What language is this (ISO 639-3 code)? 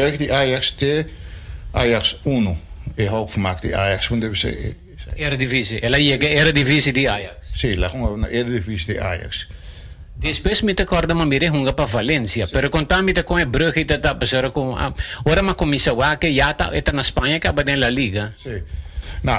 pap